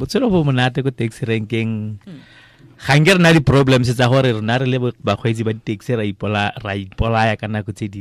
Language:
Tswana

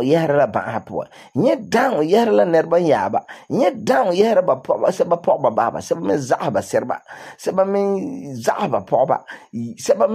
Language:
Frafra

